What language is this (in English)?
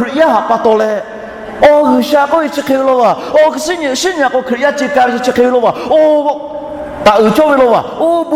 Lahu